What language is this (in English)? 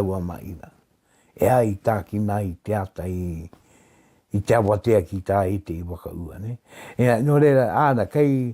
Māori